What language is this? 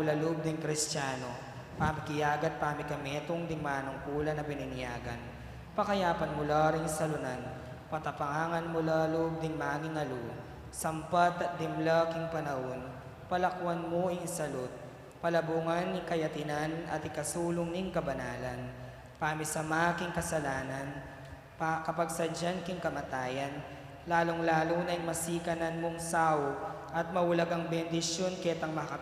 Pampanga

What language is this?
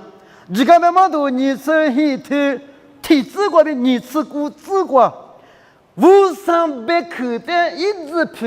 Lisu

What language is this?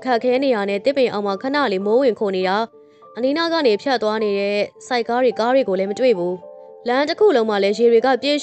Burmese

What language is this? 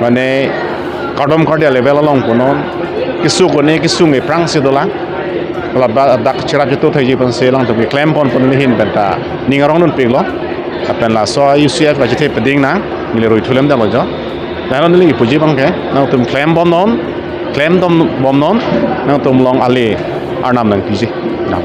Karbi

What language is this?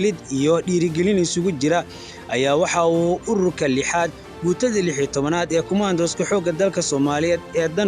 Somali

